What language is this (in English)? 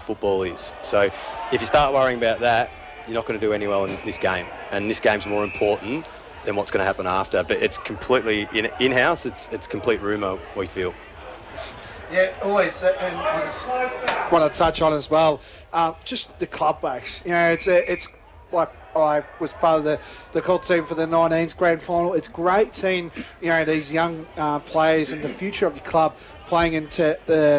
English